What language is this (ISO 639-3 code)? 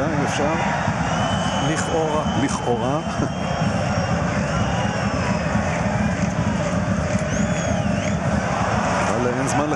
heb